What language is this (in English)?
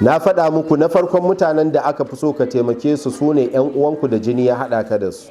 Hausa